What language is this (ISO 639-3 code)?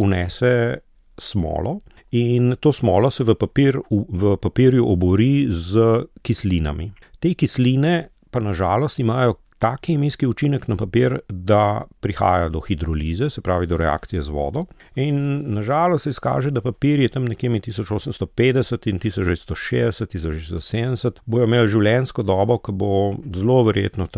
slv